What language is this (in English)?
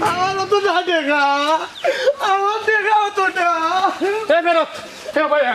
Sylheti